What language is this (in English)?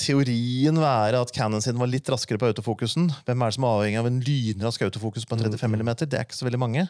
Norwegian